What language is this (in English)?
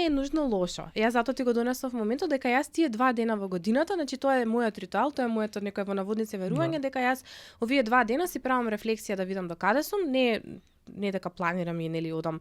Macedonian